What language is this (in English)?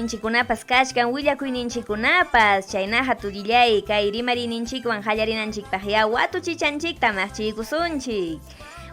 Ayacucho Quechua